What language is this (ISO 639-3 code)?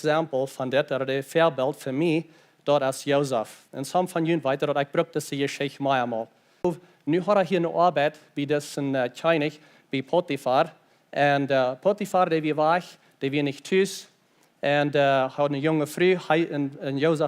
pdt